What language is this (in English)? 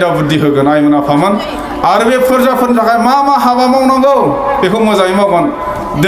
Bodo